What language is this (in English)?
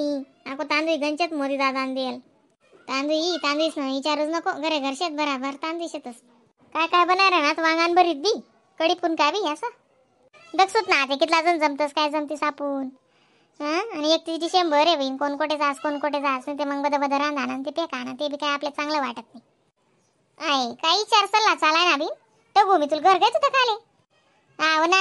Khandesi